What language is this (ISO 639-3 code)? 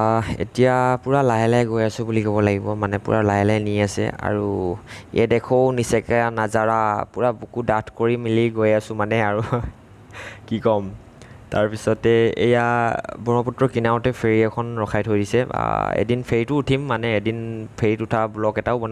asm